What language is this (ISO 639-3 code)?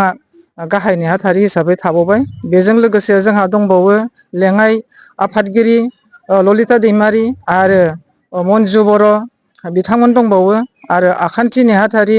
brx